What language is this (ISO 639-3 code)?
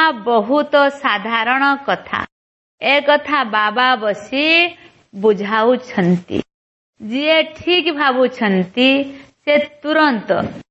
ori